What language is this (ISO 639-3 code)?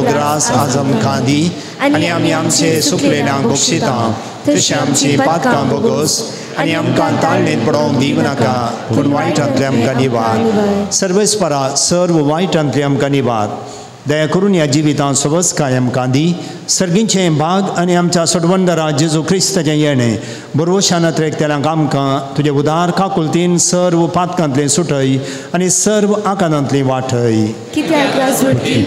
kok